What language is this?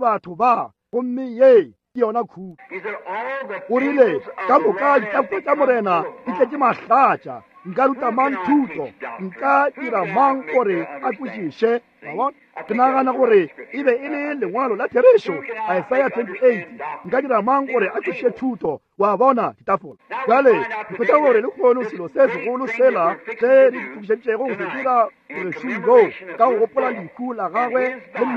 Northern Sotho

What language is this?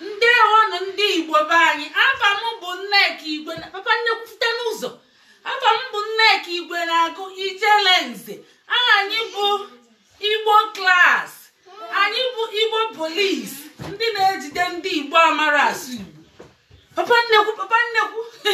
Igbo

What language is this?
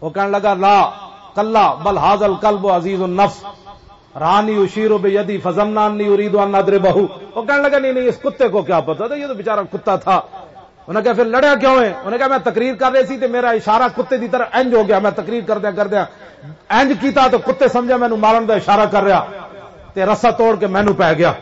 Western Panjabi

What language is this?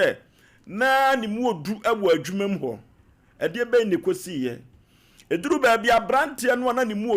Akan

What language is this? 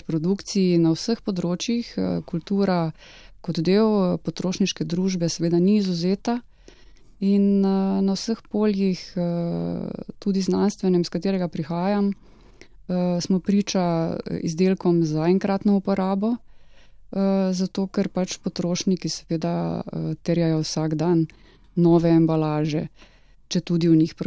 Slovenian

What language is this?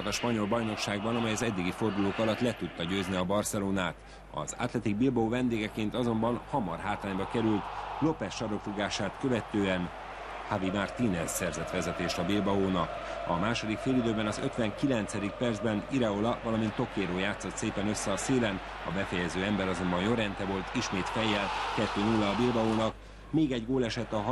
Hungarian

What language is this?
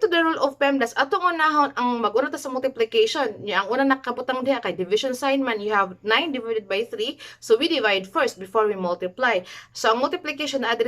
Cebuano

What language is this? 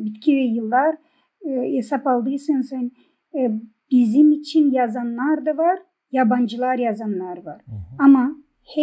Gagauz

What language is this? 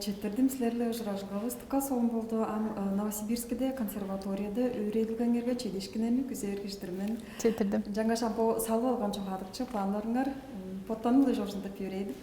Tuvinian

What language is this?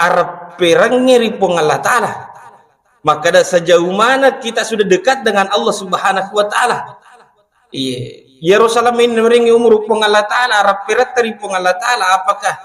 Buginese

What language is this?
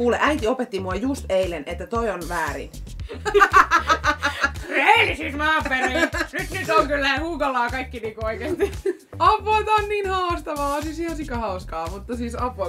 Finnish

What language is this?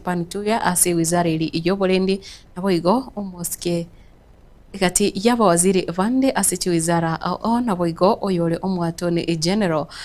Gusii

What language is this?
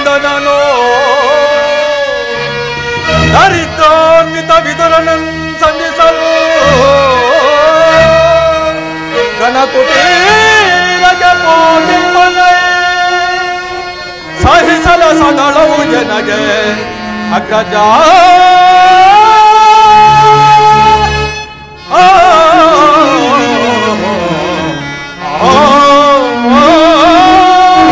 Kannada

